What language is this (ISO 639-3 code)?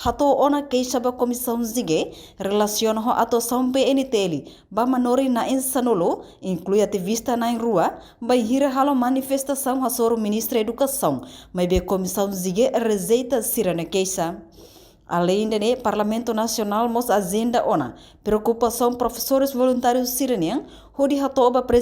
tet